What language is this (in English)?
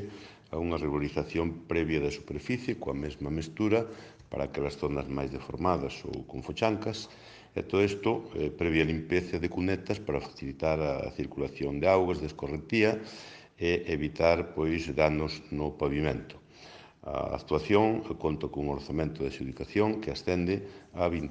Galician